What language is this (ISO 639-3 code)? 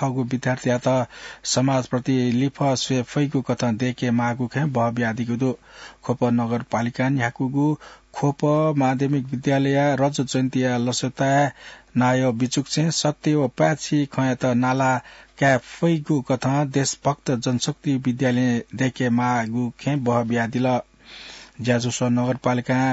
new